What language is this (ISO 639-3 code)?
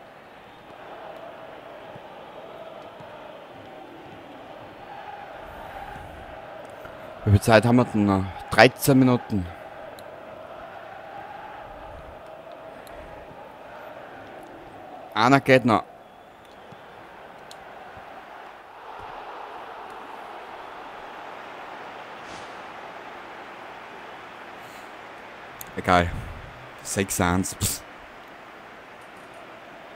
deu